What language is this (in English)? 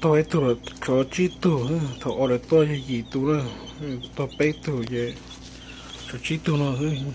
Hmong